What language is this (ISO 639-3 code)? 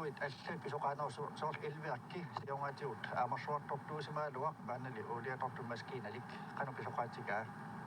kal